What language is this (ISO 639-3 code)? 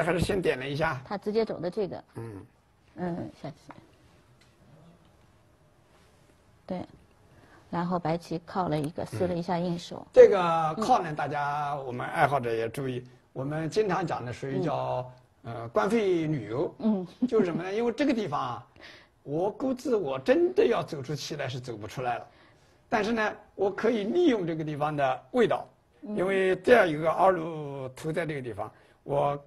zho